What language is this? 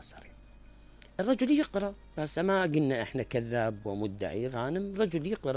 Mesopotamian Arabic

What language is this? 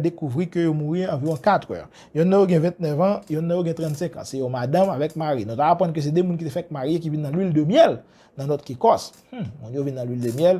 Haitian Creole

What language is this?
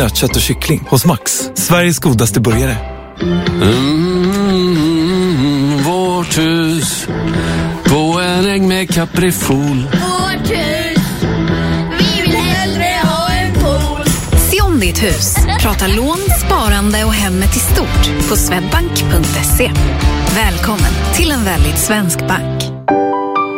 Swedish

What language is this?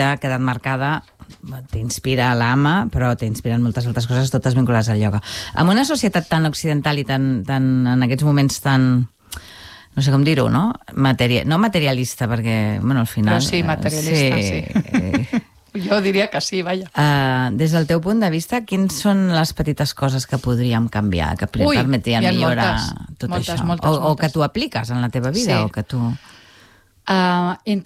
Catalan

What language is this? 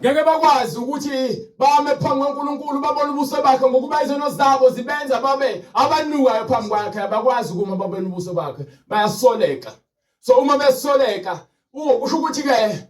Zulu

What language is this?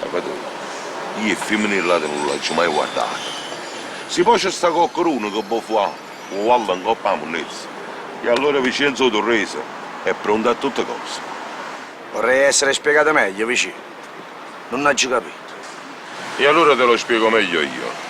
Neapolitan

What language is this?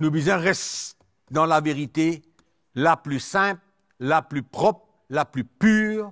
Morisyen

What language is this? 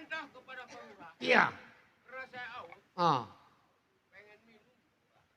Betawi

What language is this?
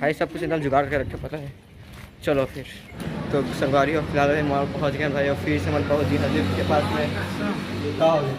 Chhattisgarhi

